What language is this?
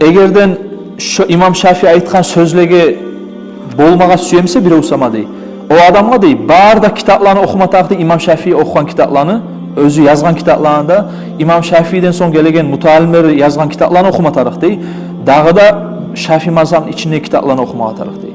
Kumyk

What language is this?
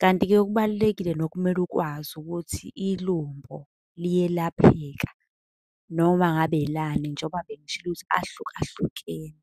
Zulu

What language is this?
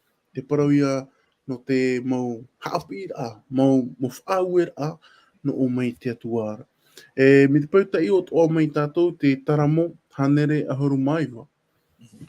Tahitian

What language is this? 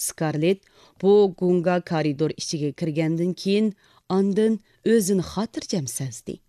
Uyghur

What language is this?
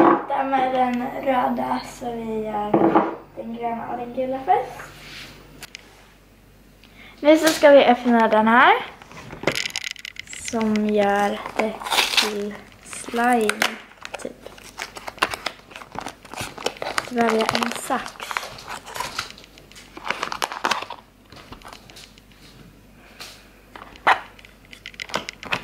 Swedish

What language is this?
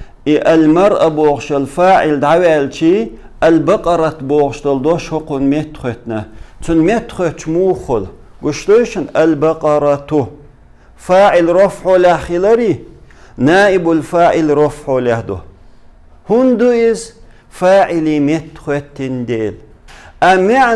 Chechen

